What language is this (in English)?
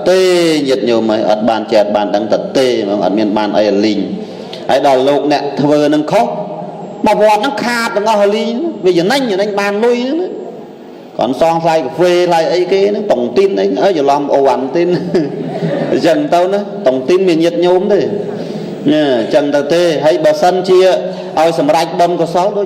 Khmer